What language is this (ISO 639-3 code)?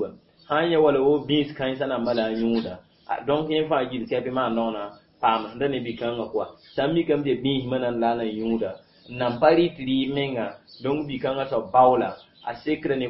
mos